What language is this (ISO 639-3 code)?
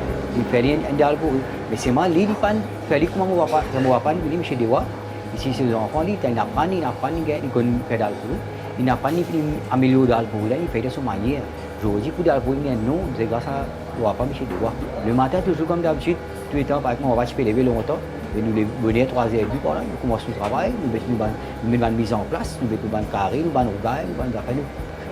mfe